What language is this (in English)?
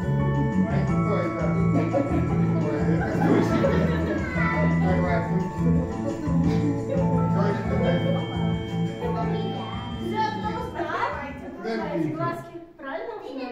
Russian